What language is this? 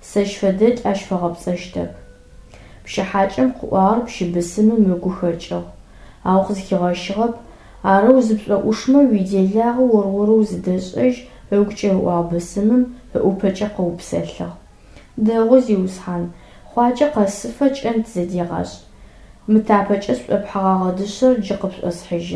Adyghe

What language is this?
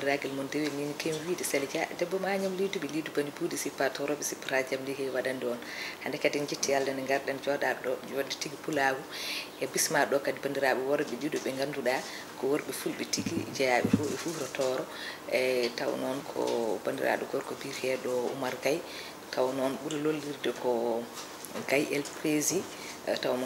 Fula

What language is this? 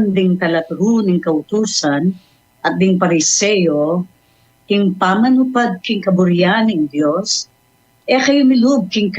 Pampanga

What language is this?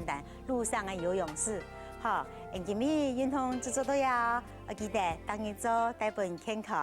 Hakka Chinese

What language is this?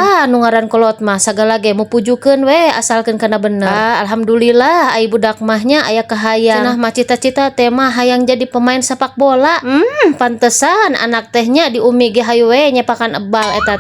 Sundanese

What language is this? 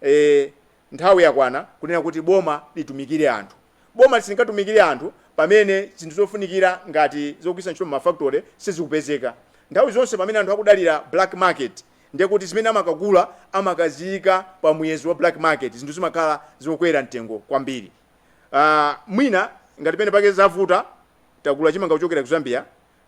Nyanja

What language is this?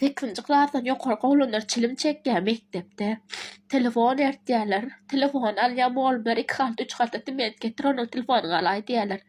Turkmen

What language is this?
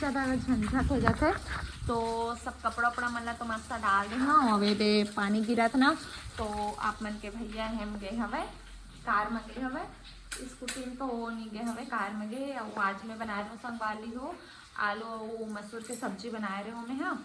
Chhattisgarhi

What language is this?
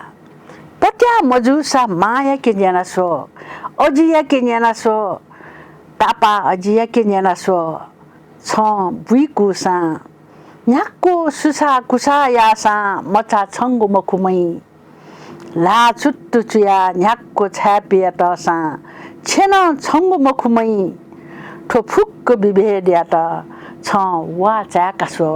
Newari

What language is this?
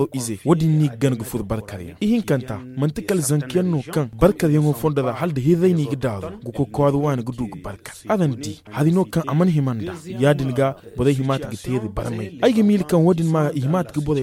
Zarma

